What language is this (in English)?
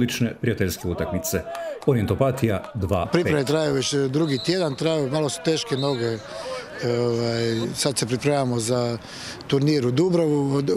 Croatian